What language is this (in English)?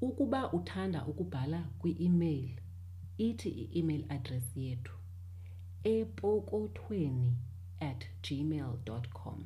Xhosa